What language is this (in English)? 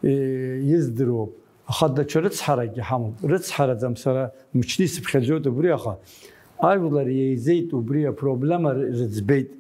Abkhazian